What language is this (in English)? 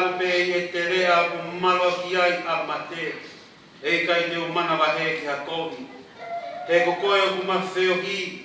Tongan